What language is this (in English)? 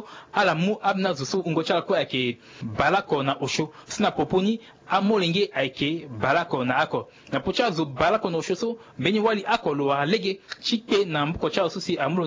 Sango